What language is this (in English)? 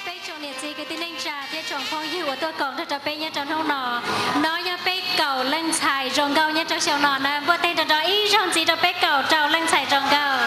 Hmong